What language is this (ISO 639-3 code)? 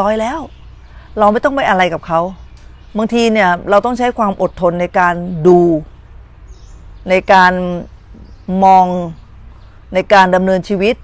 tha